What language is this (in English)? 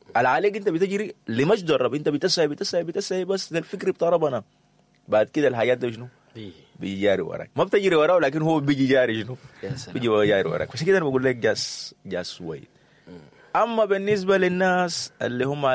Sudanese Arabic